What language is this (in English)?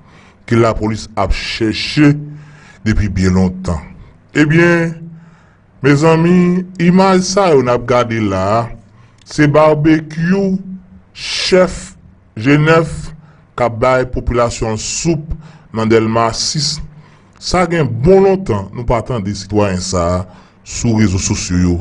Haitian Creole